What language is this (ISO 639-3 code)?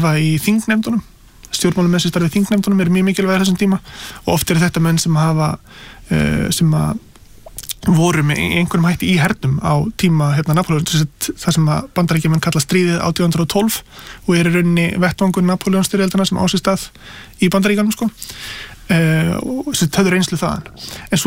isl